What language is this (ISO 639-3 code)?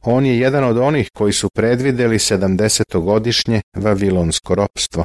srp